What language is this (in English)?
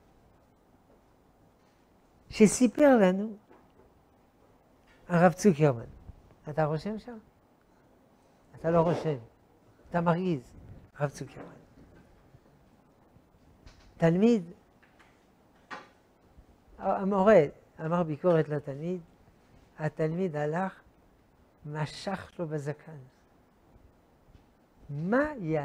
Hebrew